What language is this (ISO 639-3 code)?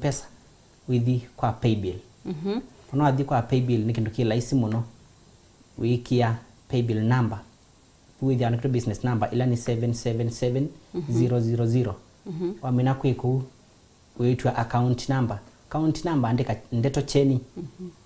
kam